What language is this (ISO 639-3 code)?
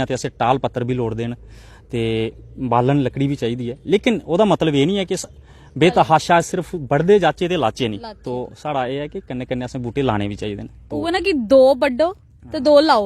doi